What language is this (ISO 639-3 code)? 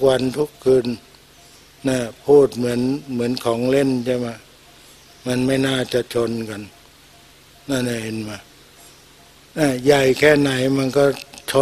tha